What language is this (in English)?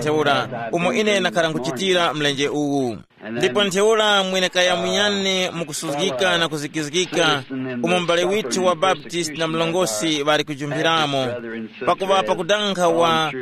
Tumbuka